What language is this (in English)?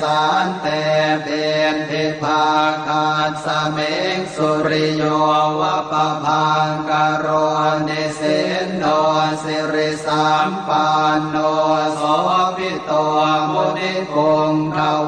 Pali